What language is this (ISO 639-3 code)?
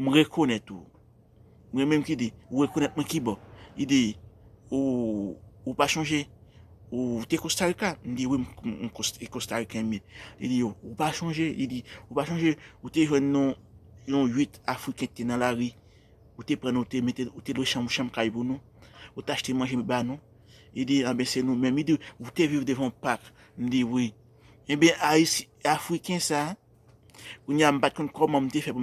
hat